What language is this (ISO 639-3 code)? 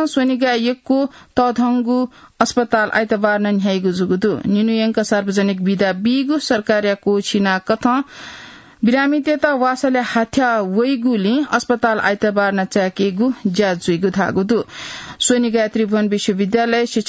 new